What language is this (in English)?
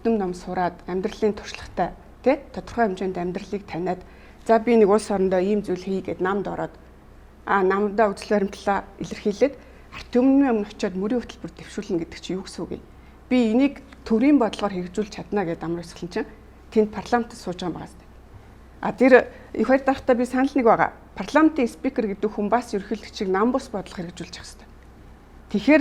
Mongolian